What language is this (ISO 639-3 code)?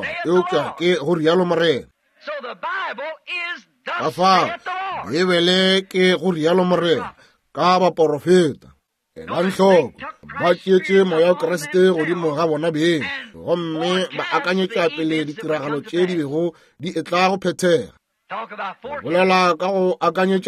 nso